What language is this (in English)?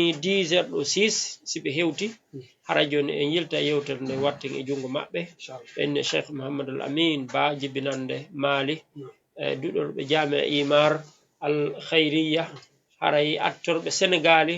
Fula